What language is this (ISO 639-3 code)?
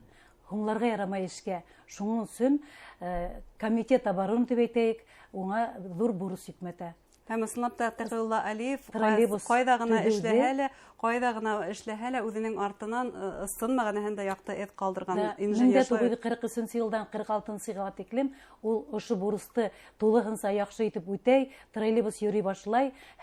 bak